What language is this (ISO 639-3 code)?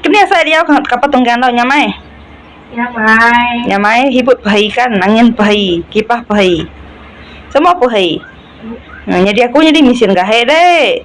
iba